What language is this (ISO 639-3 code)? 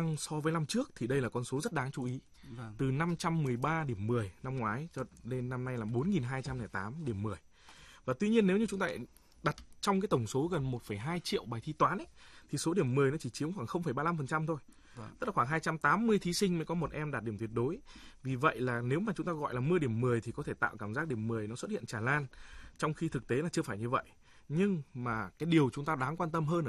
vie